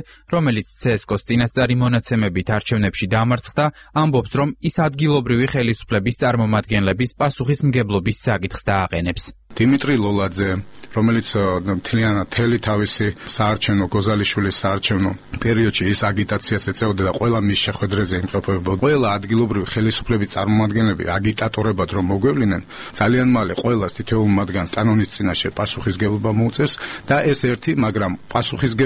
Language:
Georgian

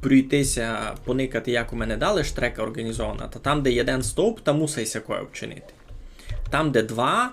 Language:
Rusyn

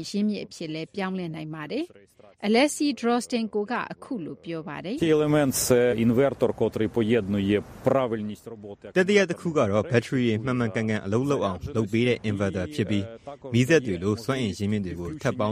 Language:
Burmese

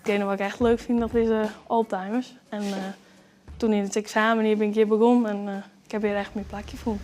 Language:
Western Frisian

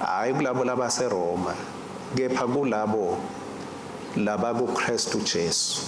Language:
Swati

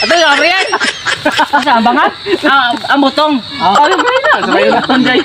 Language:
Cebuano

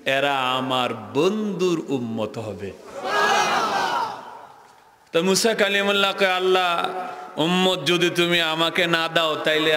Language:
Bangla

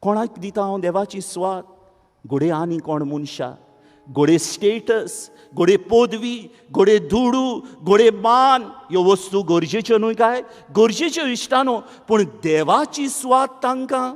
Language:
Konkani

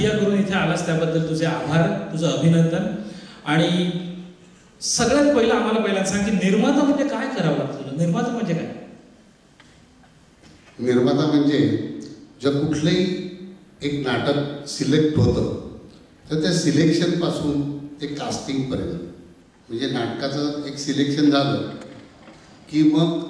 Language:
Marathi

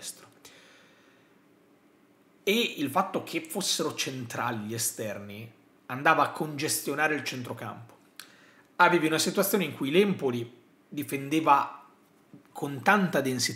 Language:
Italian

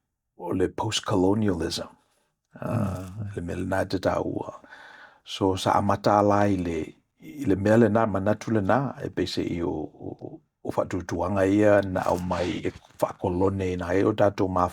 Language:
Samoan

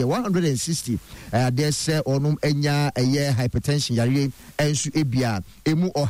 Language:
Akan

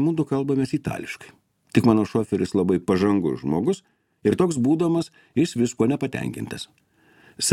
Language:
Lithuanian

